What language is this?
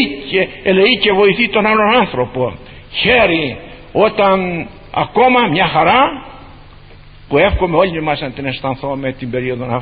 Greek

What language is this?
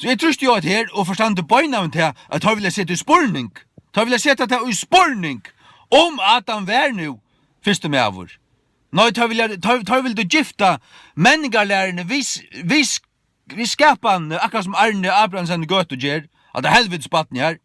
Faroese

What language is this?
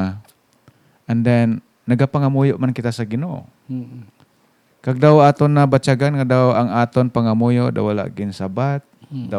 Hiligaynon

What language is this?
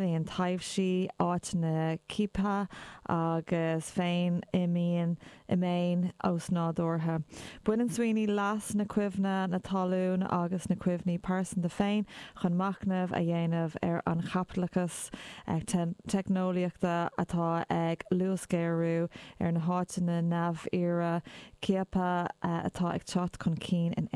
Irish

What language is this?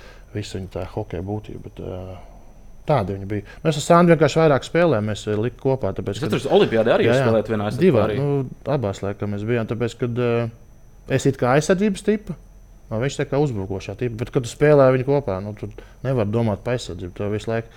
Latvian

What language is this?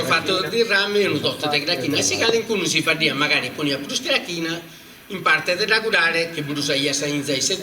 Sardinian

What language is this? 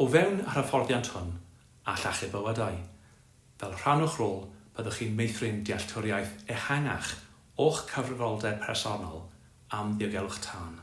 Welsh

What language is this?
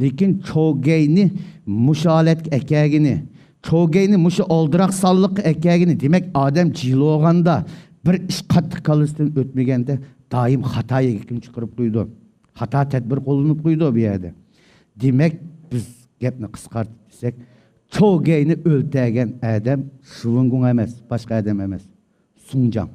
Uyghur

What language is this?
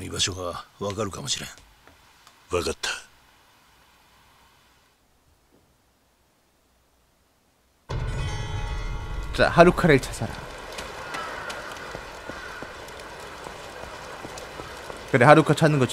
Korean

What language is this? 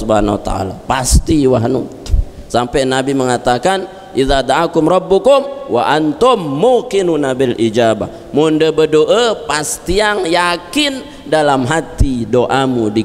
Indonesian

